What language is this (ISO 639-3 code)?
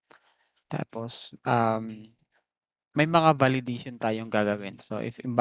fil